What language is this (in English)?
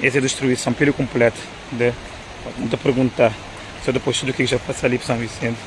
Kabuverdianu